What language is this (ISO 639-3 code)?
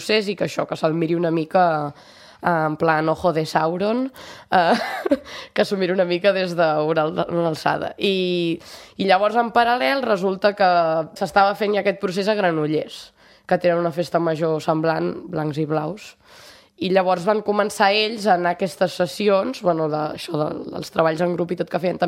cat